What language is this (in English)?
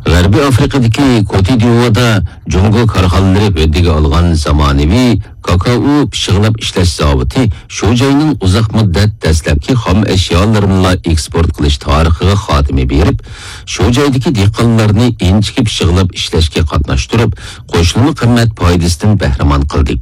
Uyghur